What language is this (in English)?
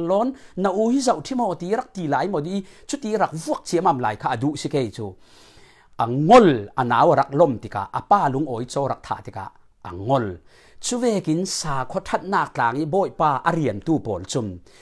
Falam Chin